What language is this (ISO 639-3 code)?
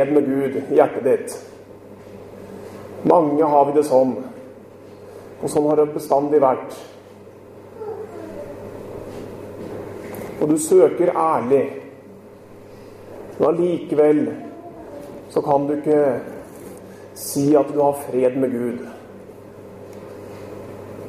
nor